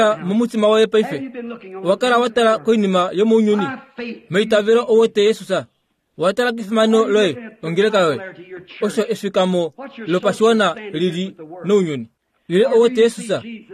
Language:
Kuanyama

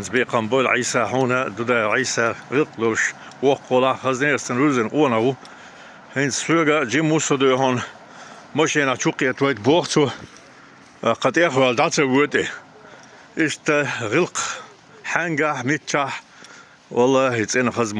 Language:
Chechen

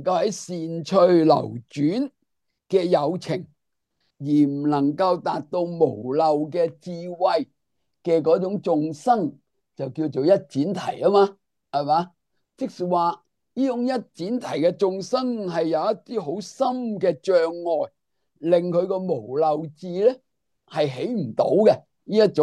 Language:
Cantonese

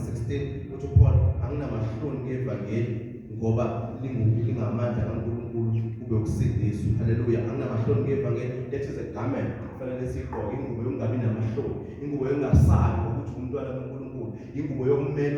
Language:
Zulu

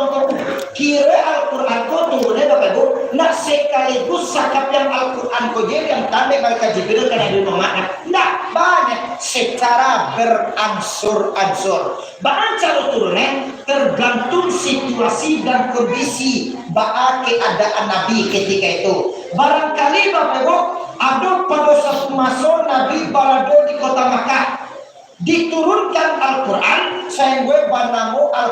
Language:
Minangkabau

